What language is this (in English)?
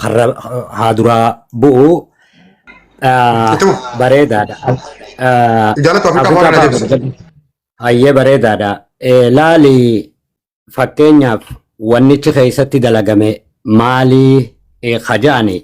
Oromo